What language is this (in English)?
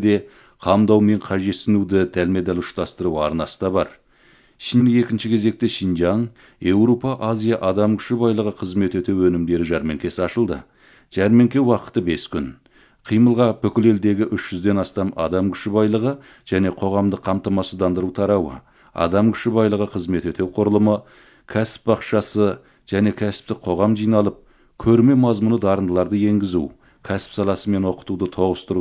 Kazakh